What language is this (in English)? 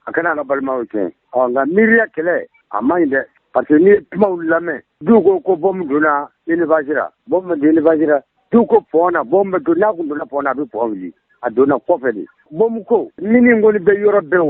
Bambara